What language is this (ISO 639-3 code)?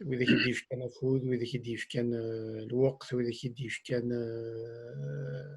kab